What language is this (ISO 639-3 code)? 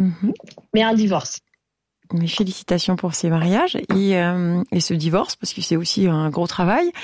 fra